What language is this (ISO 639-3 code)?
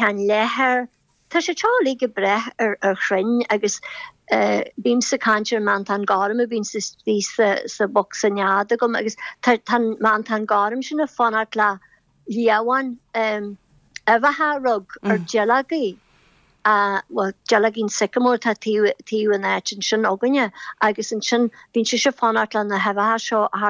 gle